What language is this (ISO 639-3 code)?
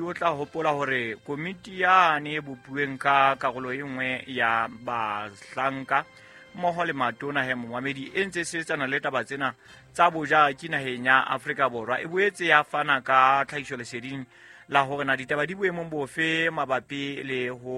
sot